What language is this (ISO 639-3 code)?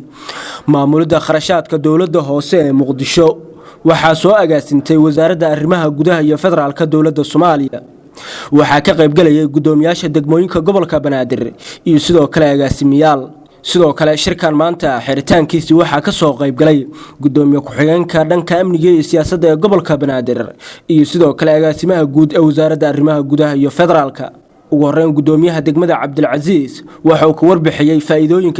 som